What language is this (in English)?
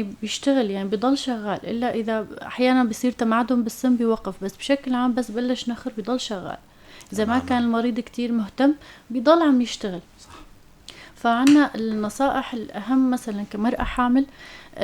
North Levantine Arabic